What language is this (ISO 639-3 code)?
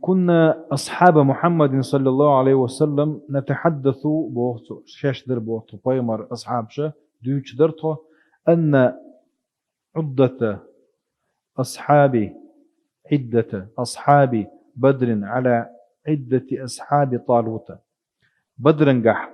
che